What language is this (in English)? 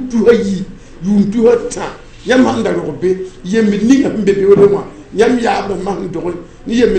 Mossi